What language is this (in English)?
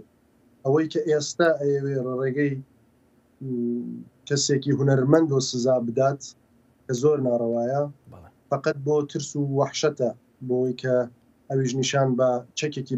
Central Kurdish